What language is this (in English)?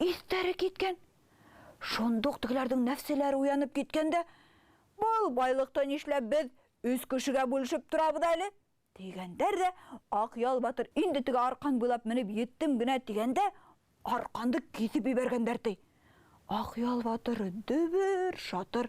Bashkir